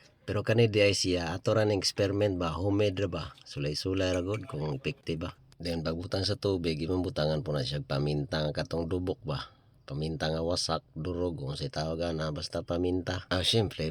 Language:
Cebuano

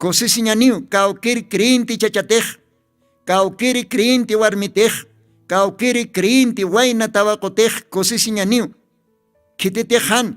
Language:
Aymara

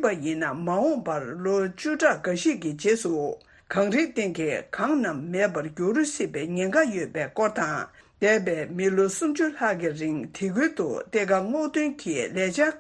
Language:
Tibetan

